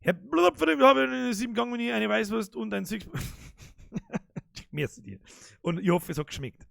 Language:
Bavarian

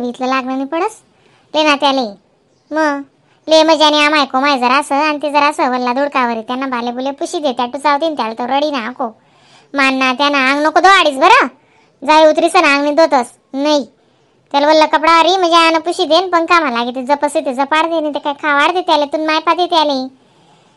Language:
Khandesi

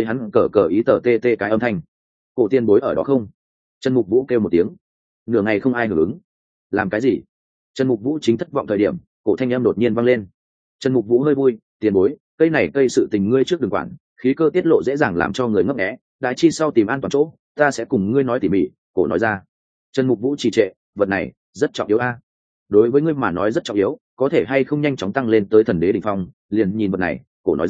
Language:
Vietnamese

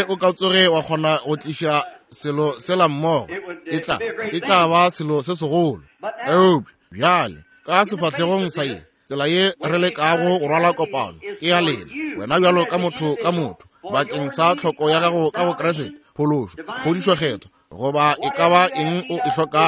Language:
Northern Sotho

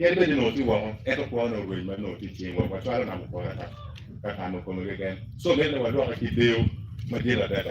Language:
Acoli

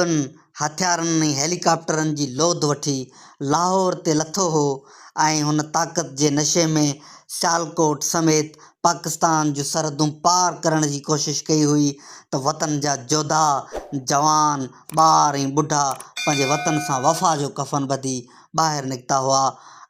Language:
Sindhi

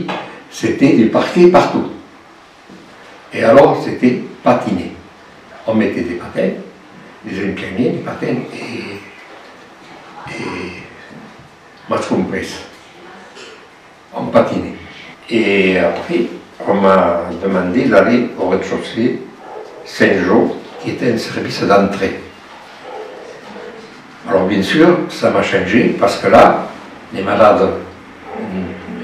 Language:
French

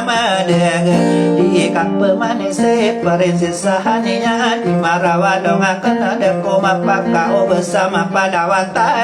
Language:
Maranao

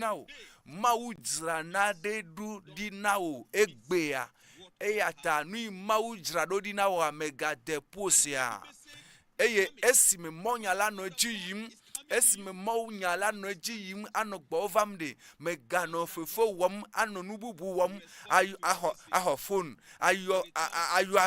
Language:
Ewe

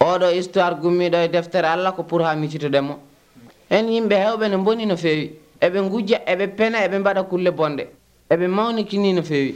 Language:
Nigerian Fulfulde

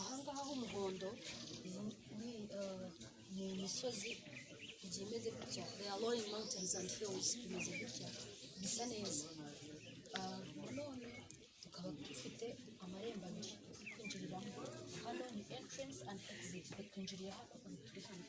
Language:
Kinyarwanda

